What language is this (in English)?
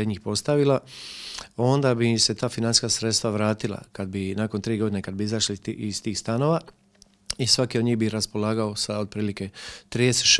Croatian